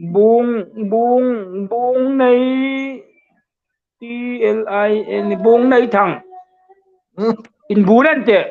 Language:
Hmar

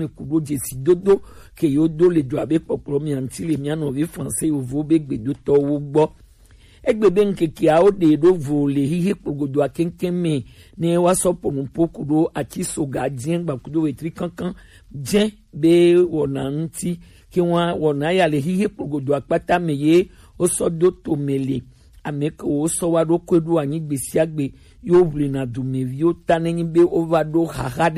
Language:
Gen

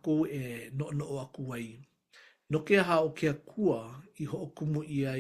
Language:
Hawaiian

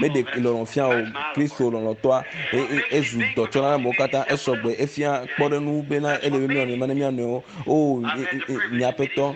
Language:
Ewe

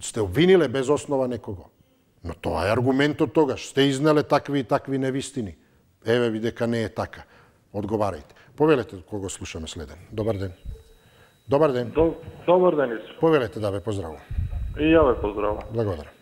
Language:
Macedonian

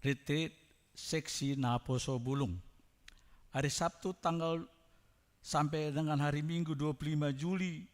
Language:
Batak Toba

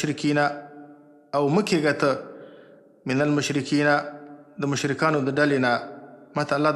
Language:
Pashto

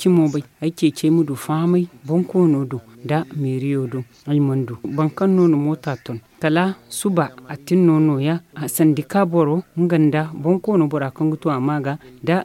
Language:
Zarma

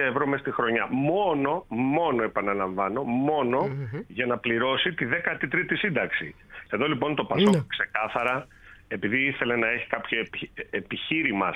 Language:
Greek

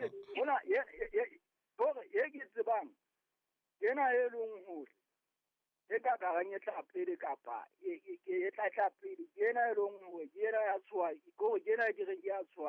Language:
Southern Sotho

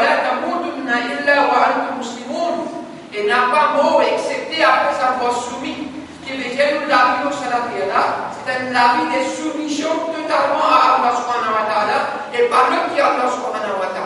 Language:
Morisyen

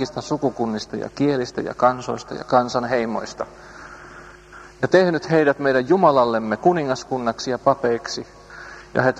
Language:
Finnish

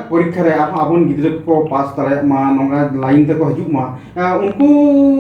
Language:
Santali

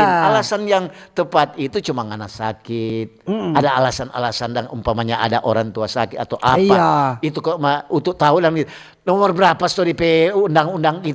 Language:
Manado Malay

